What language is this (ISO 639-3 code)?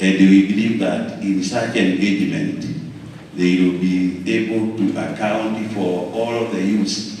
guz